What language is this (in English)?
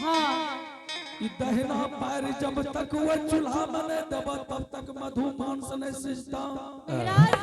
Angika